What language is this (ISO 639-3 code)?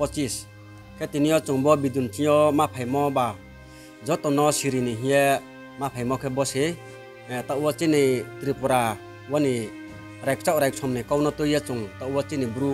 ria